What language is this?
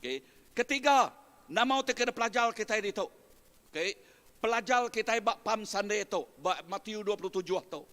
Iban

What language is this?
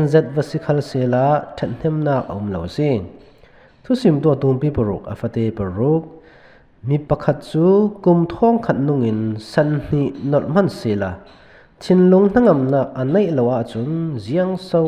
Falam Chin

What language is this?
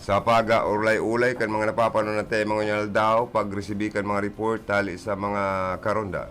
Bikol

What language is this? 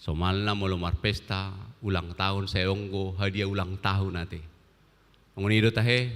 Batak Toba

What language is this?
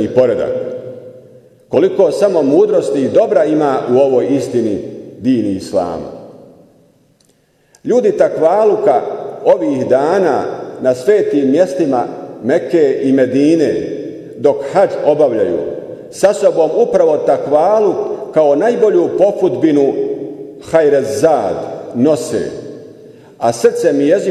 Bosnian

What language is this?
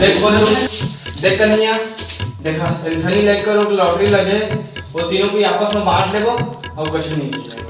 Chhattisgarhi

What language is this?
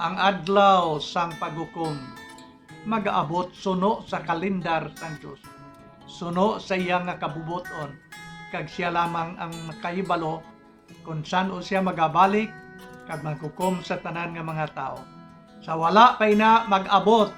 Hiligaynon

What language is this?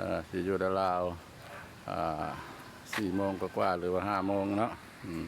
Lao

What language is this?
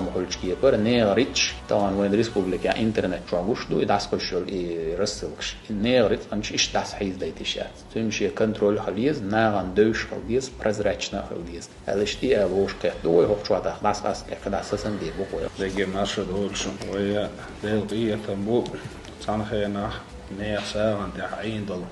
Chechen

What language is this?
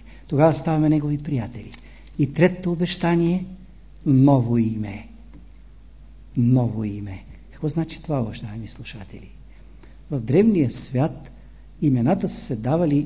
Bulgarian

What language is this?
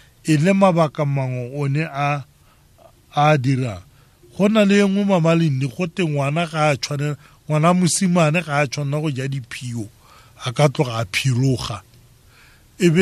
Tswana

